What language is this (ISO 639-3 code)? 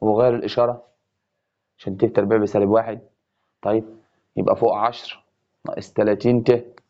arz